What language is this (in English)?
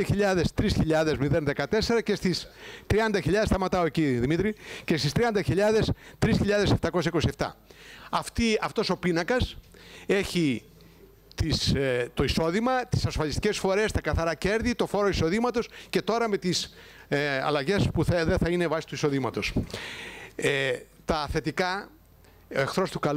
Greek